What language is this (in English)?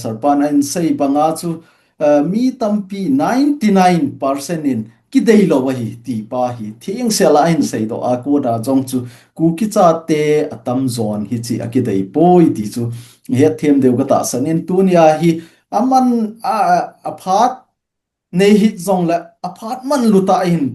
Thado Chin